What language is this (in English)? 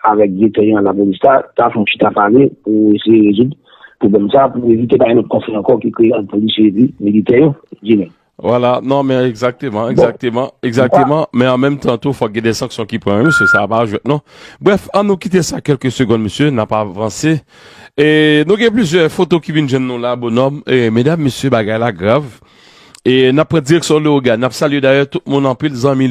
Haitian Creole